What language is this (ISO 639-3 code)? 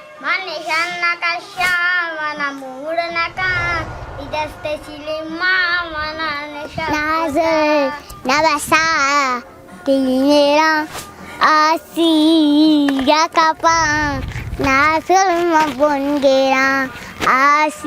bgp